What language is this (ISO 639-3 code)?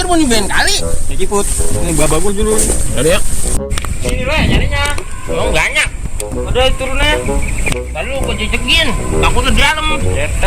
bew